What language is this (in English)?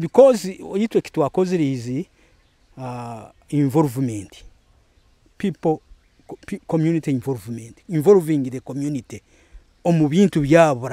Nyoro